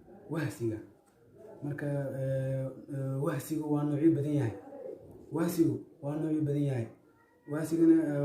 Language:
Somali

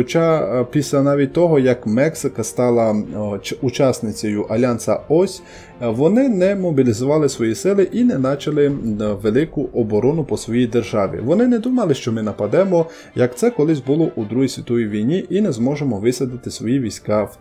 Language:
Ukrainian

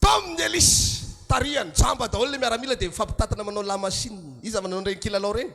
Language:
Malagasy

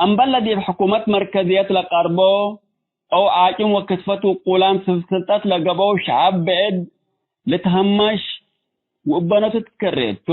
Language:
Tigre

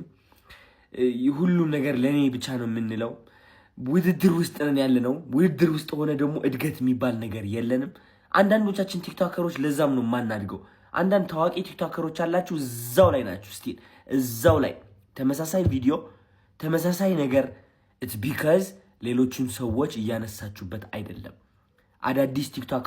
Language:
Amharic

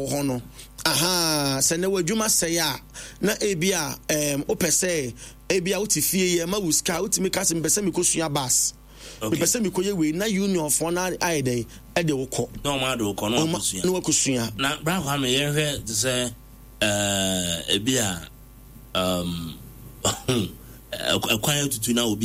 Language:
Akan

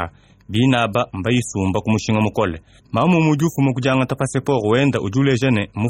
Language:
Luba-Lulua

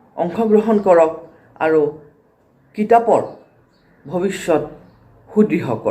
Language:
Assamese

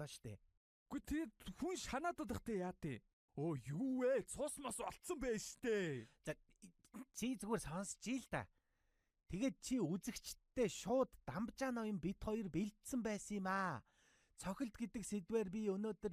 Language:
Mongolian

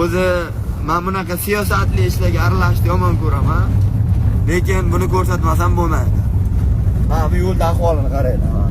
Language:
Uzbek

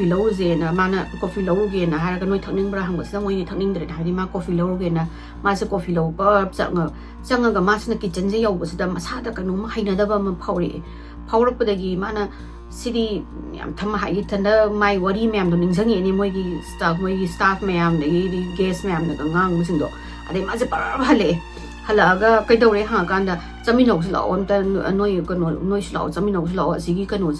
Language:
Manipuri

